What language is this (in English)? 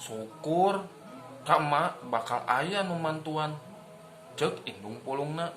Sundanese